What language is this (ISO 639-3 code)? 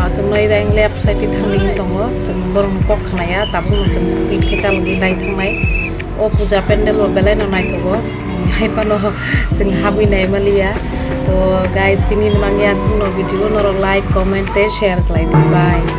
trp